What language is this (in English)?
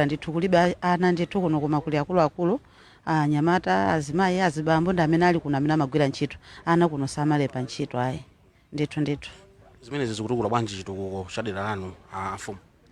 Nyanja